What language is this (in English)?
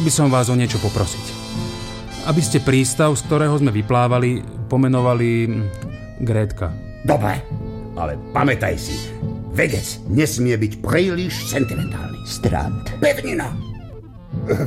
Slovak